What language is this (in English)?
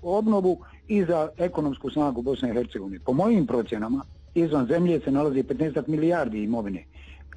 Bosnian